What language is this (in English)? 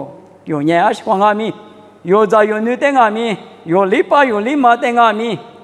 Lisu